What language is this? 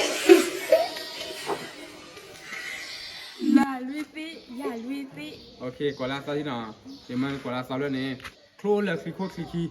S'gaw Karen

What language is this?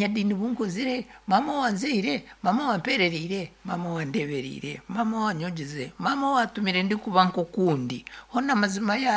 Nyankole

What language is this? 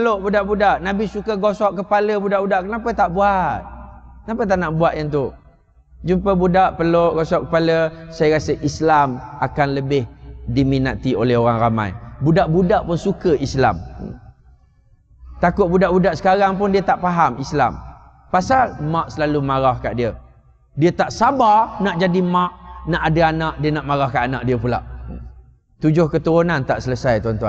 Malay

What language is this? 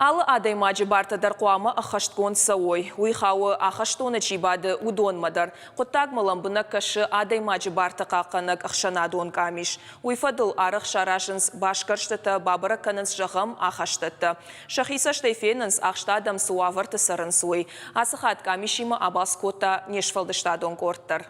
Ossetic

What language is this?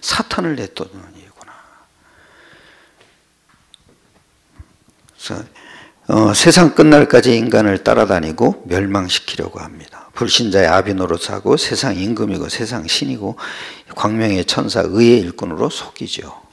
Korean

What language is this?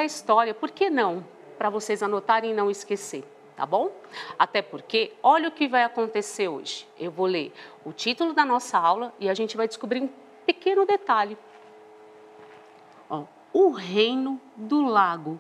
Portuguese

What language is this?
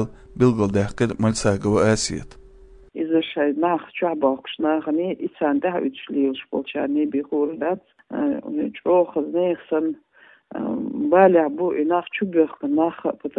Chechen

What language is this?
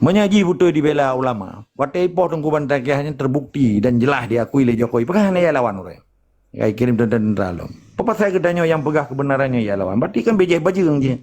Achinese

